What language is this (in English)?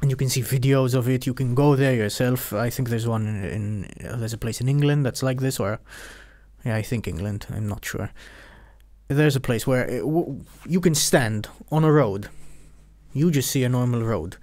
English